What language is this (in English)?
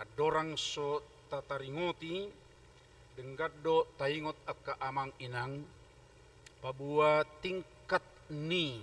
Batak Toba